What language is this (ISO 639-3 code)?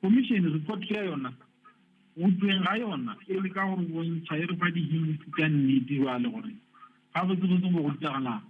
nso